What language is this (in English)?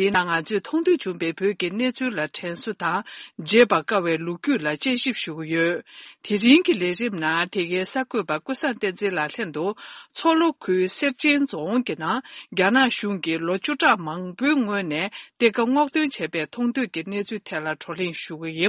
Tibetan